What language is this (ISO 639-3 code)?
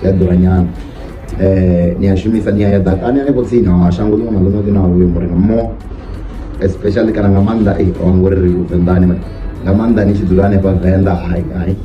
ven